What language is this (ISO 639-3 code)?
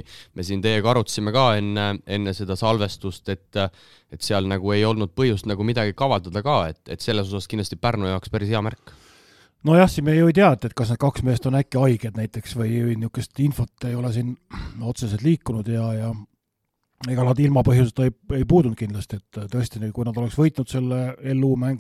est